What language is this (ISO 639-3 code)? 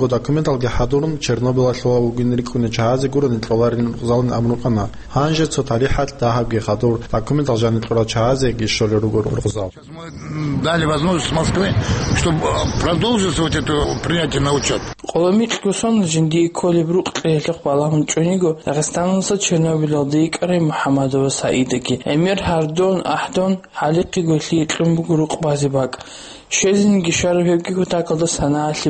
ava